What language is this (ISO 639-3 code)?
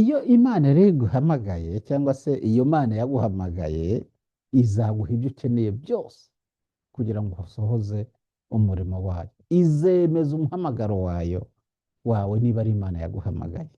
kin